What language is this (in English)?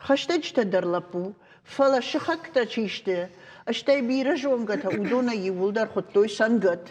Ossetic